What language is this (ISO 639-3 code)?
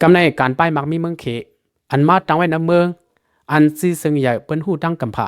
shn